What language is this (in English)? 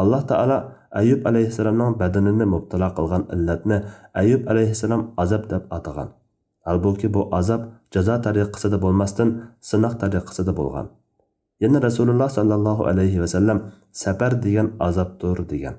Uyghur